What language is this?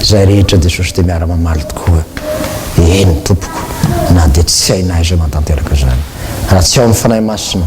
Malagasy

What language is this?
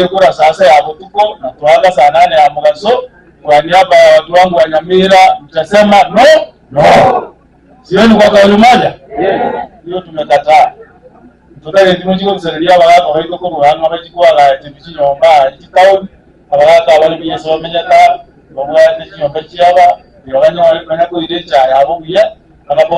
Gusii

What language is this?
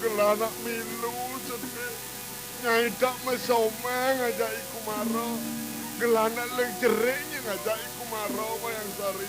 Balinese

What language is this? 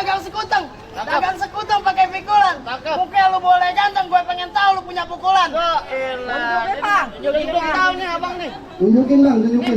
Betawi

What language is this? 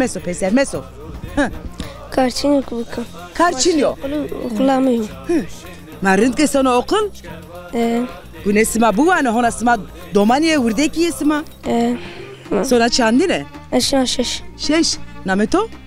Zaza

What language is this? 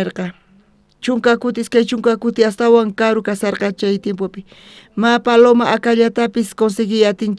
South Bolivian Quechua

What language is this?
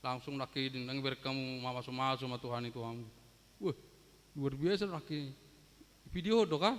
Batak Toba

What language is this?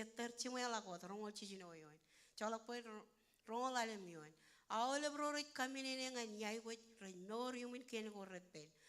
Marshallese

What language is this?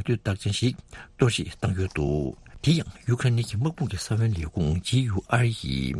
Tibetan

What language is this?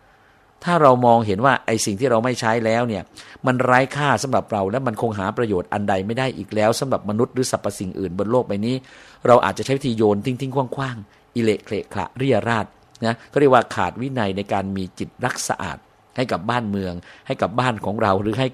Thai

